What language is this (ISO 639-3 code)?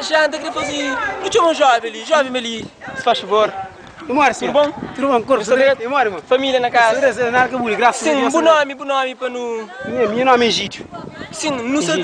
kea